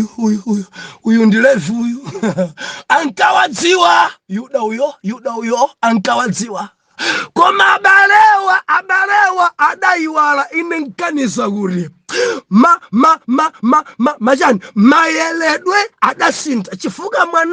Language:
Nyanja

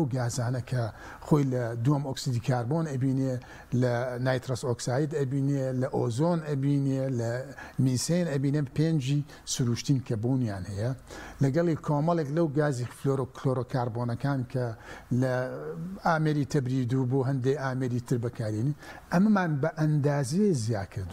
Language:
Central Kurdish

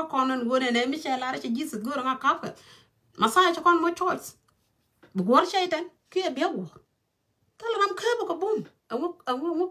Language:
Nuer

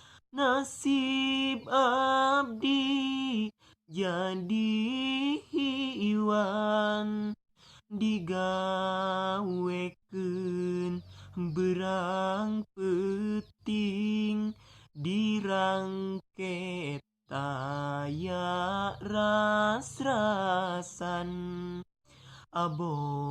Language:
Sundanese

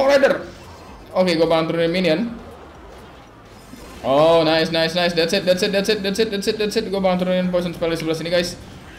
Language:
Indonesian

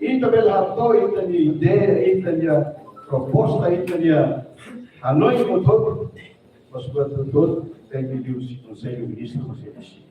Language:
Tetum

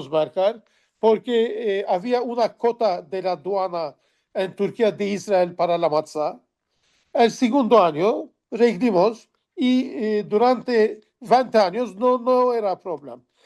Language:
Ladino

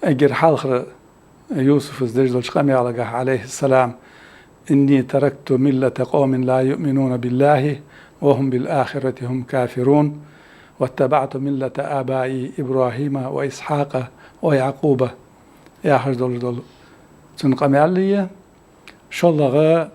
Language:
Ingush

